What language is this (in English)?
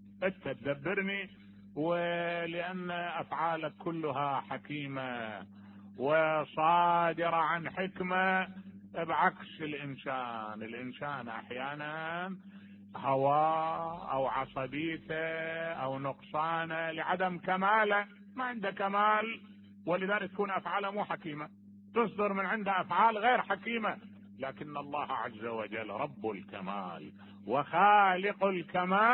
Mesopotamian Arabic